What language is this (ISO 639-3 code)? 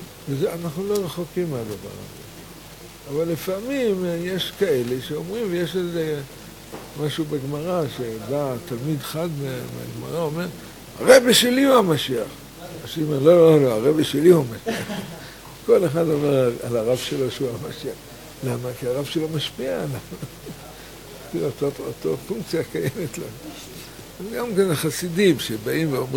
heb